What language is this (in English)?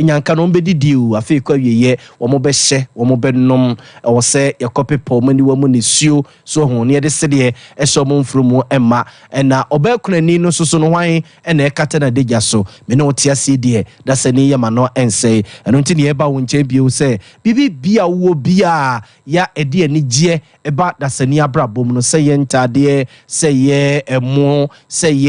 Akan